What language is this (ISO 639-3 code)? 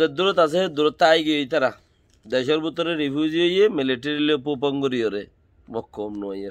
rhg